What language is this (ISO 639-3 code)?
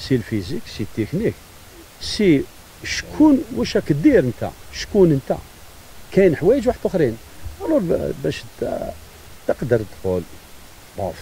arq